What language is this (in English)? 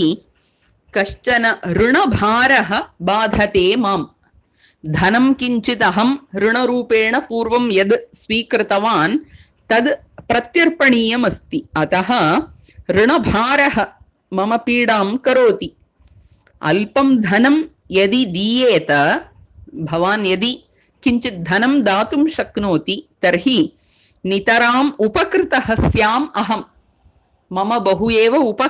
Sanskrit